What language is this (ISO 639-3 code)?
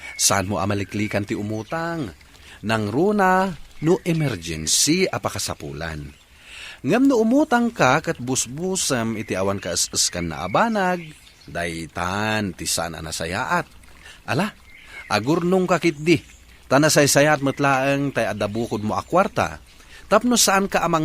ilo